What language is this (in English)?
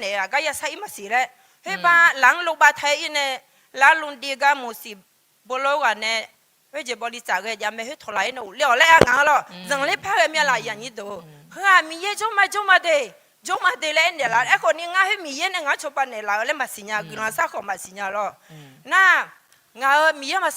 Akha